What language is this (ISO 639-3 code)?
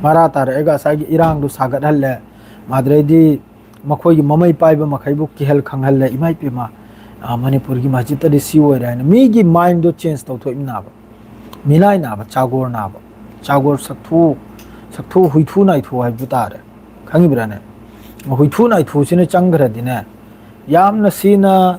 mni